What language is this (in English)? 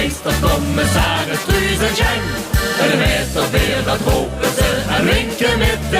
Limburgish